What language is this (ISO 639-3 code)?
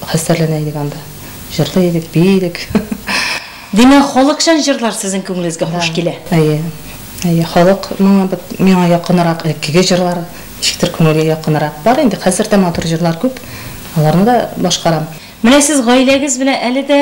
tat